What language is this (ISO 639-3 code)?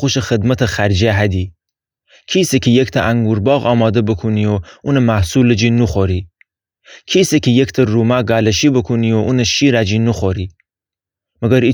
glk